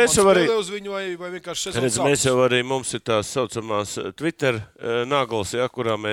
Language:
Latvian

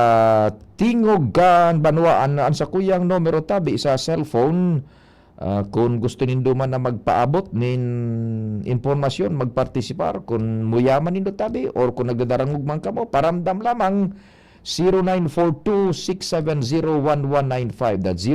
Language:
Bikol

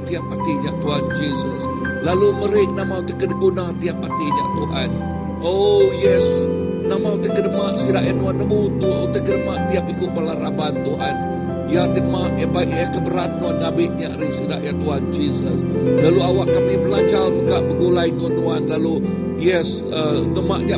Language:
Iban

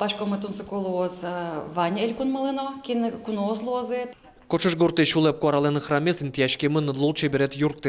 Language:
Udmurt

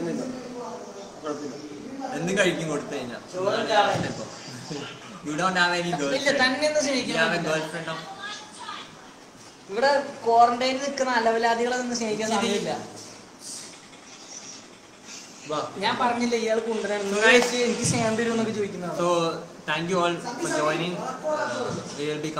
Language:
Malayalam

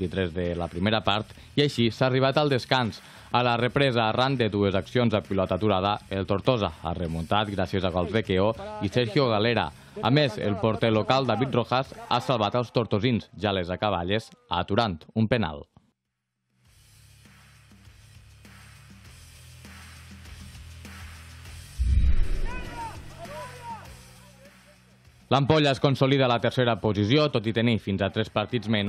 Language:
Catalan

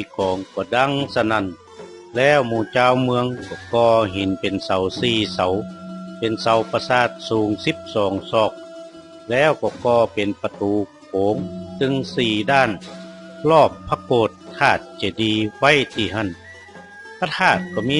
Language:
Northern Thai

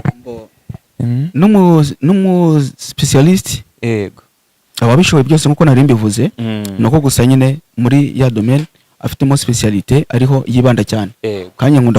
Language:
Kinyarwanda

